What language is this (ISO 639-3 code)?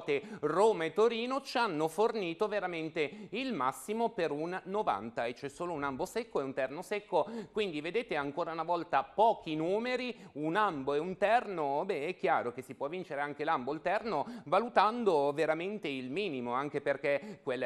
ita